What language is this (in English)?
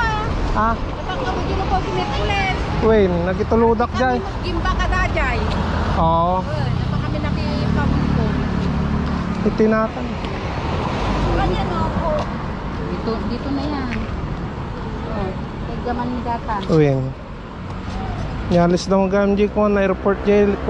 Filipino